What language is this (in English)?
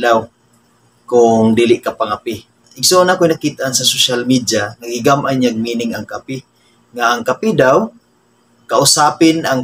Cebuano